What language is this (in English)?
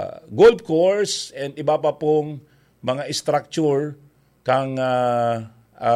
Bikol